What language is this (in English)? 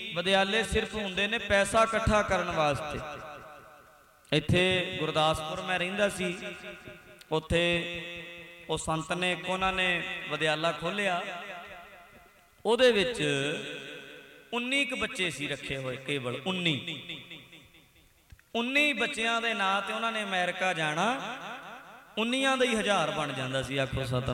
Punjabi